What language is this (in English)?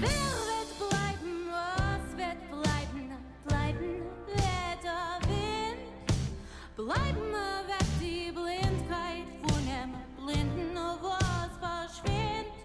Yiddish